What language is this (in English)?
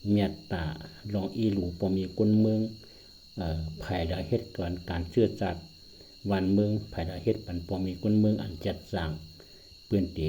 Shan